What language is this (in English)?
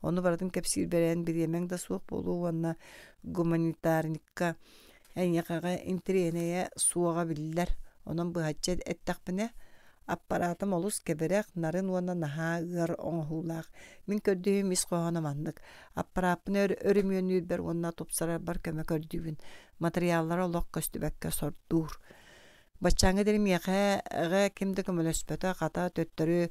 Yakut